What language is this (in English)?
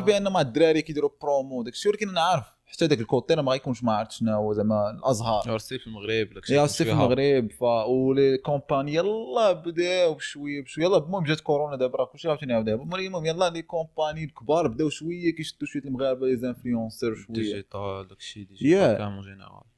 Moroccan Arabic